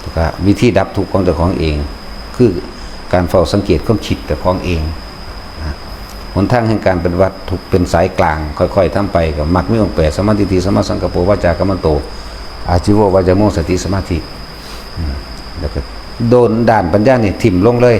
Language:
Lao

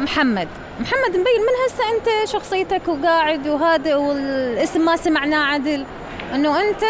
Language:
Mesopotamian Arabic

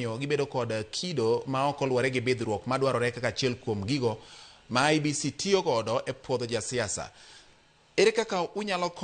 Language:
Luo (Kenya and Tanzania)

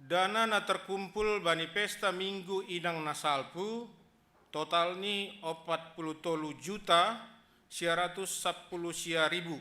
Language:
Batak Simalungun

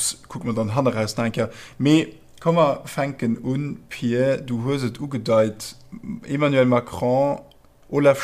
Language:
Luxembourgish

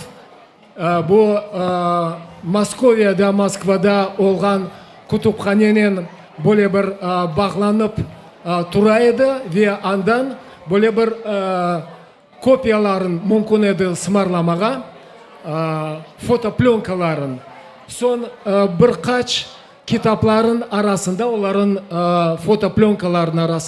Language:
Crimean Tatar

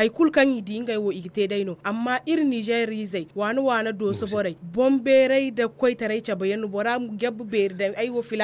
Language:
Zarma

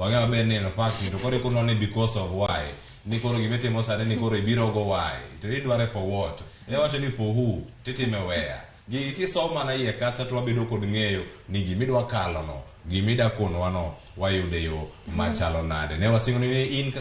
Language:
Luo (Kenya and Tanzania)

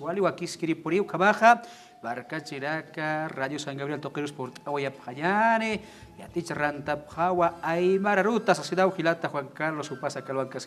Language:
Aymara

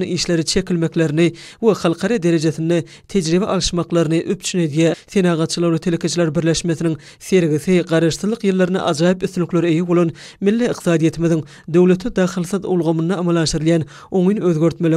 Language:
Turkmen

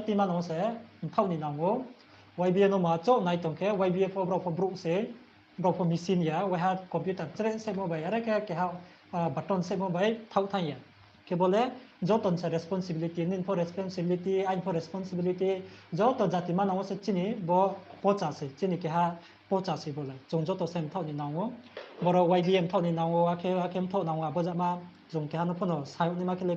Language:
Riang (India)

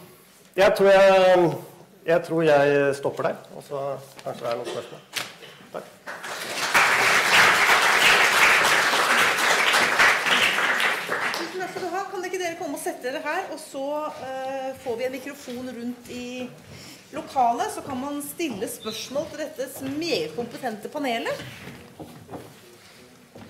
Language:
Norwegian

